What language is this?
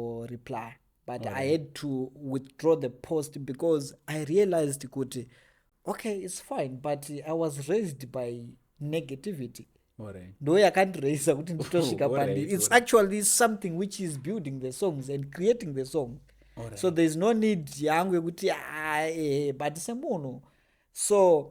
Shona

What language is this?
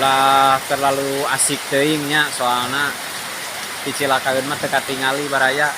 Sundanese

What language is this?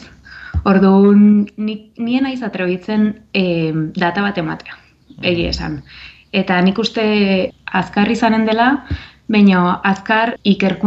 Basque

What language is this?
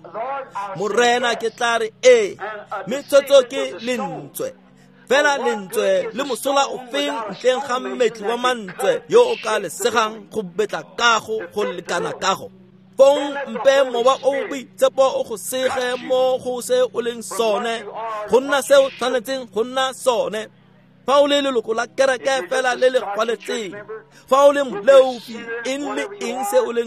Tswana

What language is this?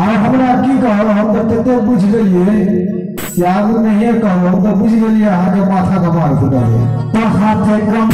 Maithili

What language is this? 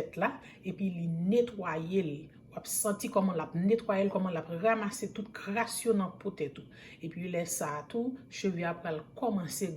Haitian Creole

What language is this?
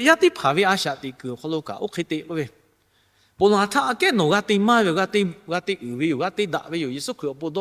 Lahu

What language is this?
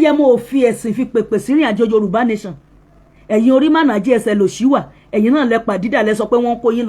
Yoruba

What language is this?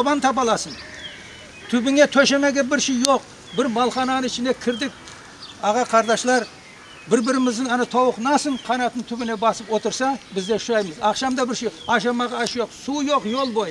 Crimean Tatar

